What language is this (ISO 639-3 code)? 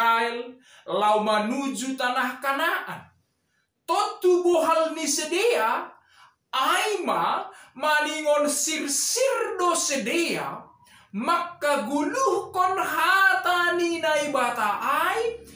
bts